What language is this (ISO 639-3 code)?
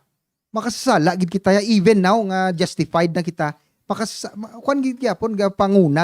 hil